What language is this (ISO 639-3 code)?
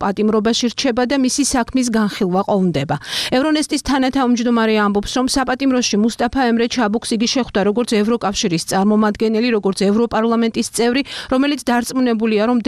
kat